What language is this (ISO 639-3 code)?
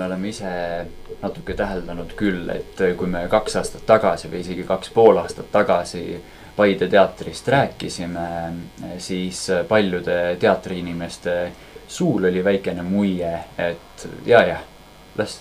est